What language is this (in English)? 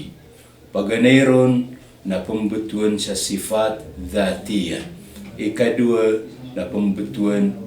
Maranao